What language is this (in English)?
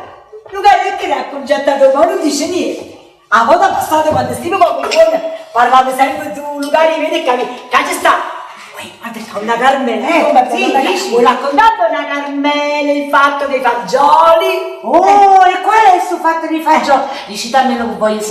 Neapolitan